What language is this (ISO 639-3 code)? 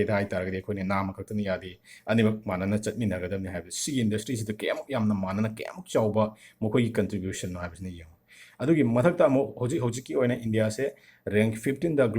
mni